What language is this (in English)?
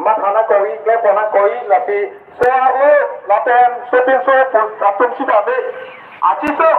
Karbi